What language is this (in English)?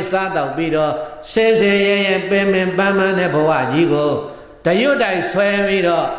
Burmese